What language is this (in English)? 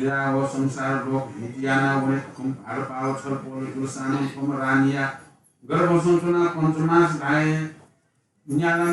Newari